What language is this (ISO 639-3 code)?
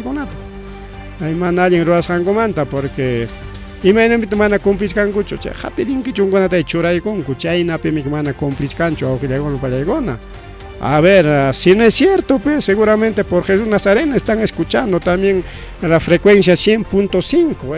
quy